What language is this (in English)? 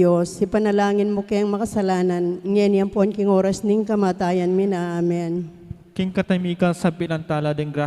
Pampanga